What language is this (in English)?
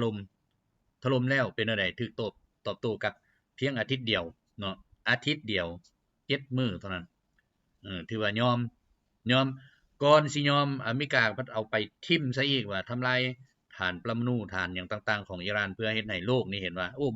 Lao